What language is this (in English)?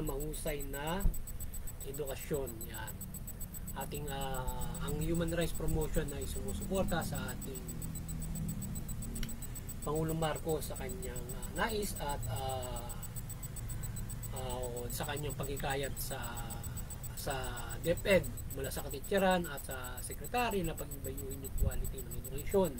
Filipino